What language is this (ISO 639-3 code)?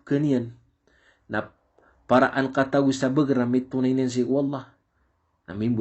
mrw